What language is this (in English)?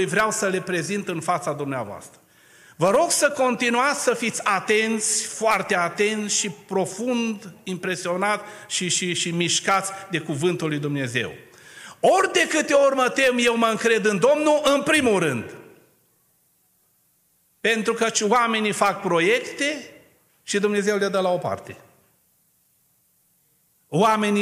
Romanian